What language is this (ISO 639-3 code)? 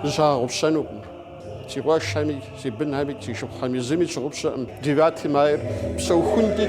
kbd